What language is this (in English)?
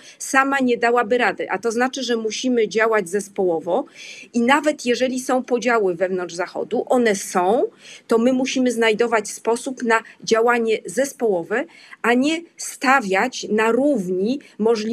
Polish